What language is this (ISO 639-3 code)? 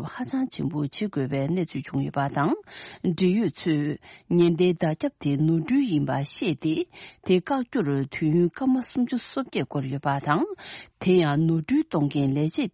bod